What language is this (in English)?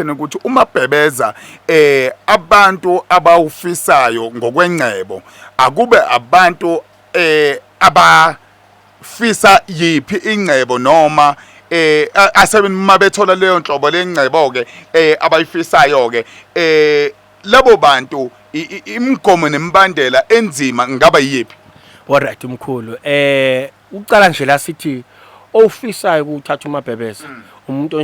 Zulu